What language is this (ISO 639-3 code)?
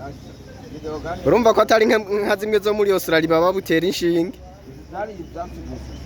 run